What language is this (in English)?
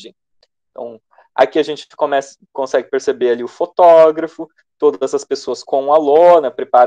Portuguese